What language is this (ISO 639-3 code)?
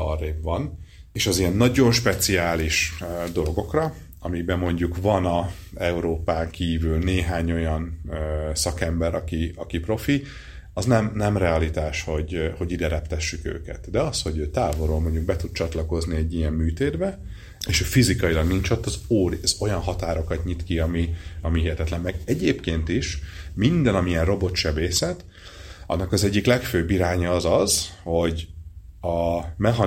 hun